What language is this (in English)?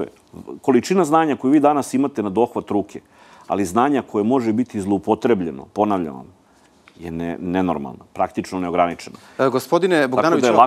Serbian